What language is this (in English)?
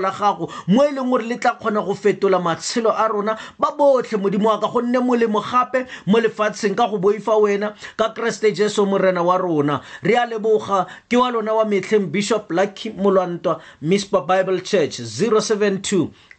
Tswana